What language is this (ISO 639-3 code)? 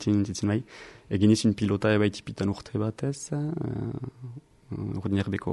eus